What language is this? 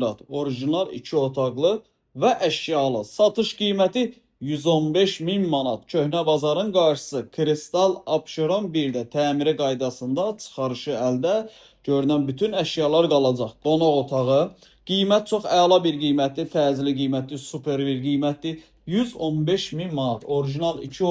Azerbaijani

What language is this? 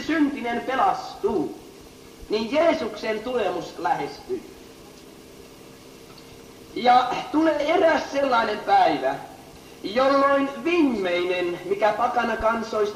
Finnish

